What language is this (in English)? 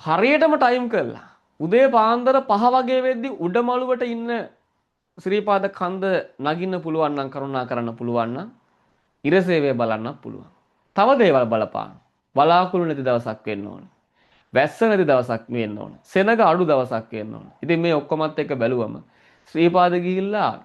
Sinhala